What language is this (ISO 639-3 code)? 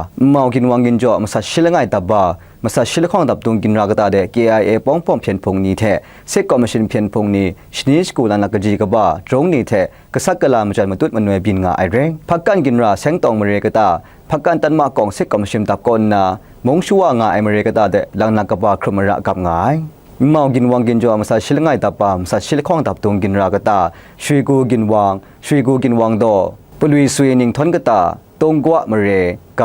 kac